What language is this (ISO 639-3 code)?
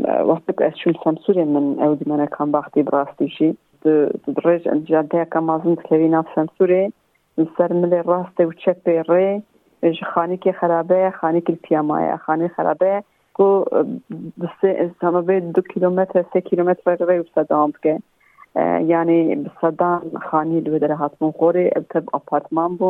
kur